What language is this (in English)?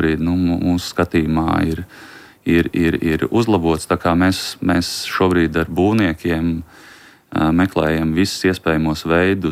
Latvian